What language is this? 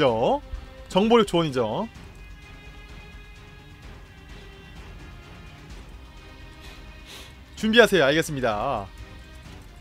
Korean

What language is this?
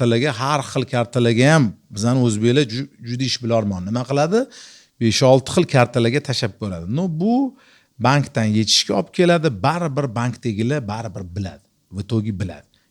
Uzbek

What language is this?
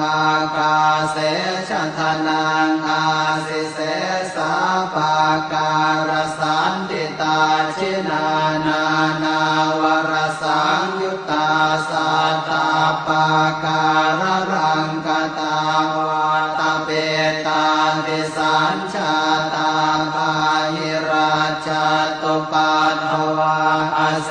Pali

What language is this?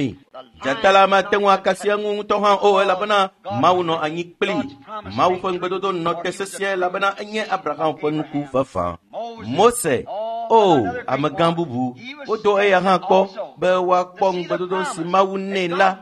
Ewe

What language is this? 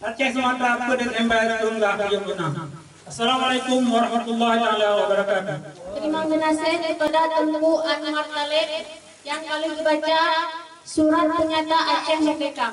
Achinese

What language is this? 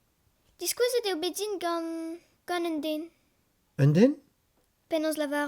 Breton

